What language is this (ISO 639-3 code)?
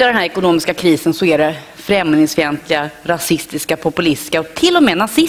swe